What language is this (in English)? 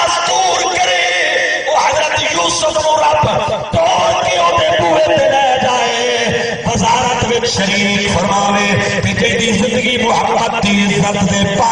Saraiki